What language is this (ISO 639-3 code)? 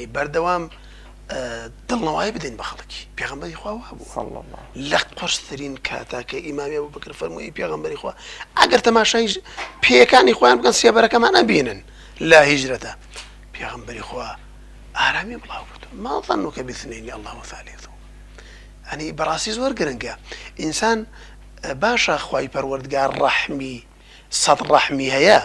ckb